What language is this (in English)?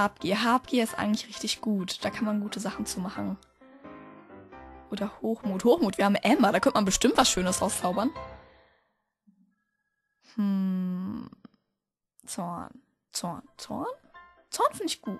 German